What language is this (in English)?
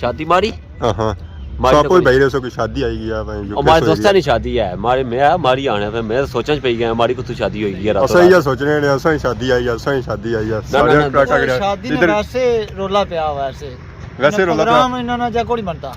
Pahari-Potwari